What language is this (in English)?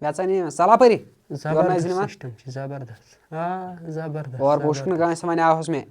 Kashmiri